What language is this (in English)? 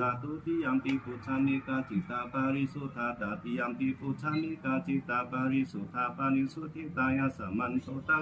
Pali